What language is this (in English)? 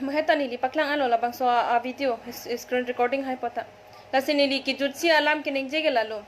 Karbi